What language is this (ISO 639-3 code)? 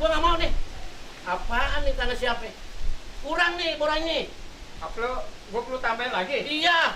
bew